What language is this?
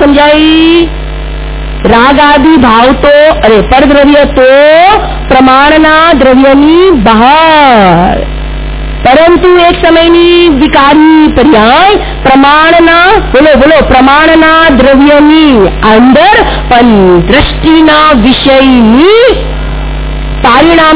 Gujarati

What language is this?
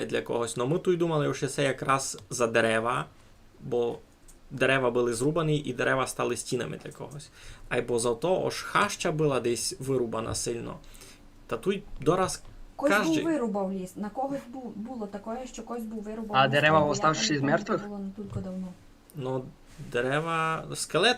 Rusyn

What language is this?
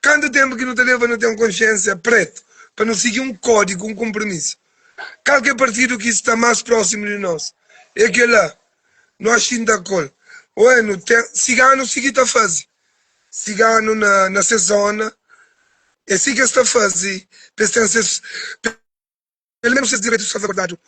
Kabuverdianu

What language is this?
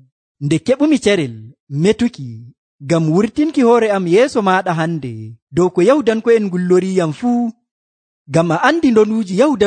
Nigerian Fulfulde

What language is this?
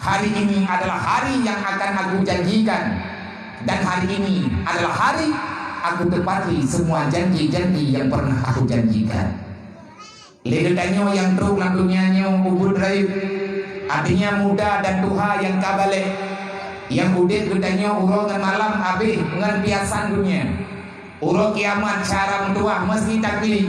Achinese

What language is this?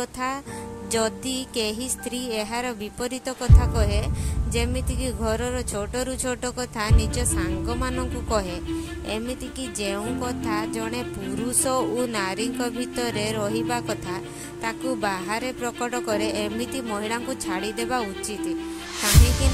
Odia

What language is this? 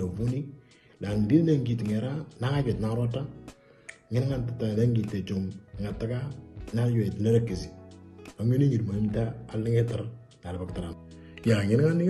Moro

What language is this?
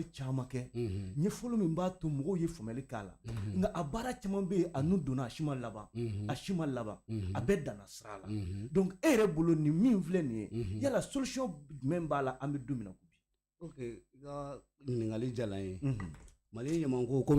Bambara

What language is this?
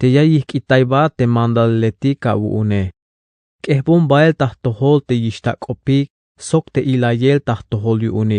Tzeltal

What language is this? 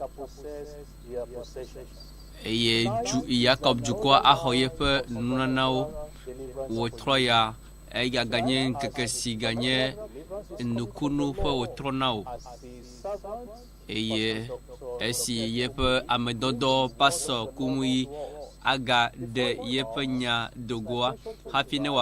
Ewe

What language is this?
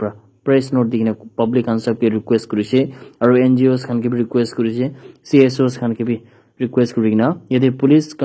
Naga Pidgin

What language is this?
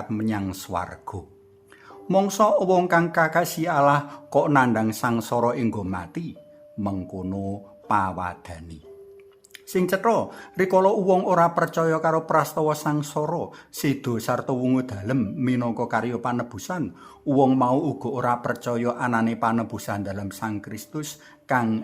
Javanese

